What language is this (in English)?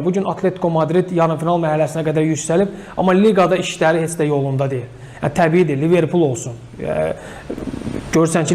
Azerbaijani